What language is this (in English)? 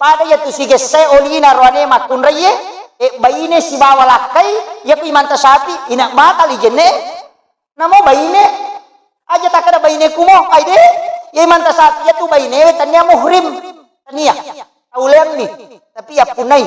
Buginese